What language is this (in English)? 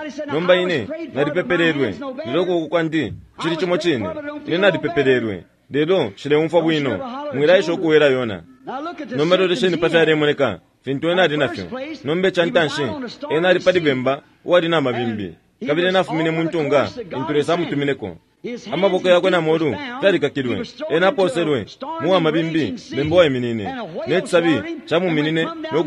Bemba